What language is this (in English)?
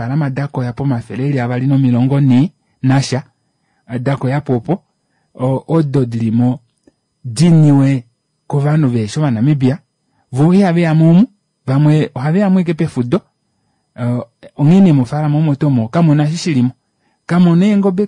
Kuanyama